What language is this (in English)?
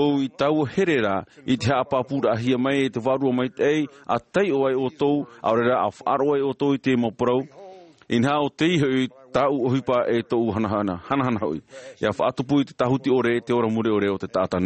Tahitian